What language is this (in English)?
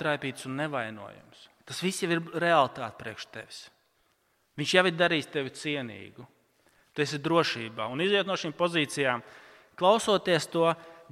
Latvian